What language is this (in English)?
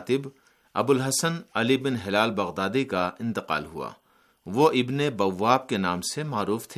Urdu